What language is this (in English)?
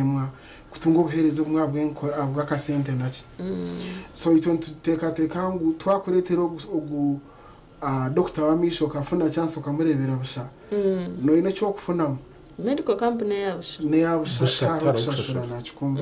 Nyankole